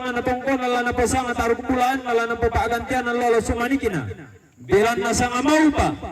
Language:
Toraja-Sa'dan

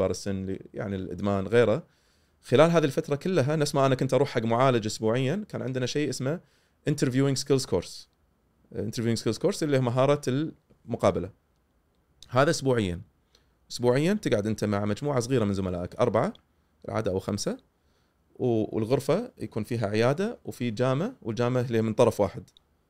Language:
Gulf Arabic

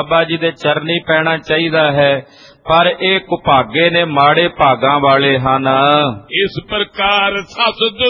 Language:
Punjabi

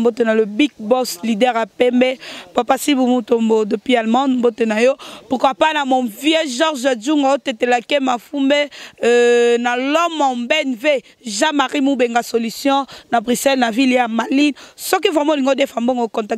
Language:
Lingala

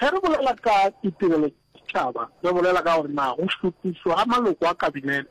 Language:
Northern Sotho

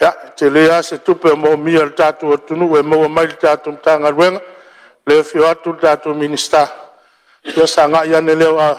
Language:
Samoan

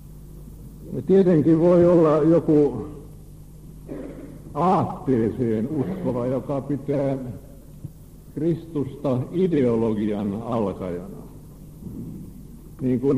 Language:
Finnish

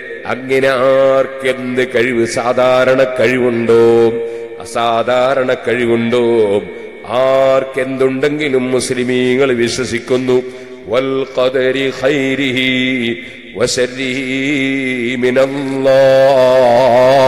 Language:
Malayalam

